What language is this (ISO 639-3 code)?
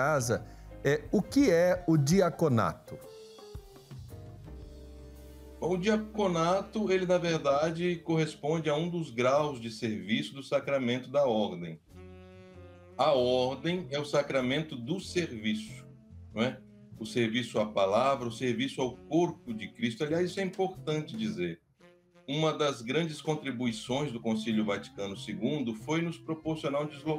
por